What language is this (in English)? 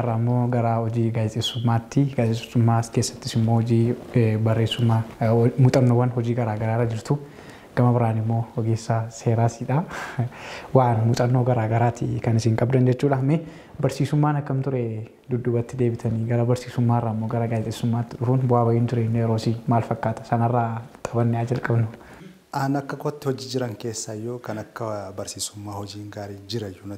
Oromo